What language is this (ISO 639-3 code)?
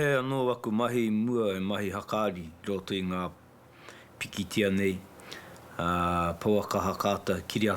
mri